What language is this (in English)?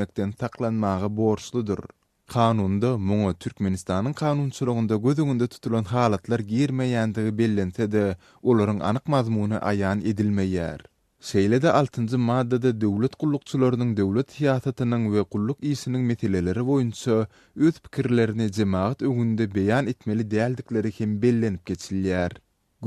Turkmen